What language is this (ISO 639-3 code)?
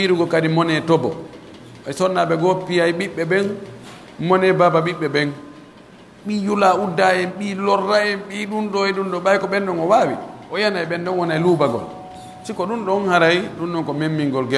fuf